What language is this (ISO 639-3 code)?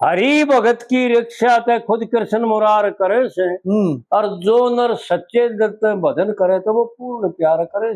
bgc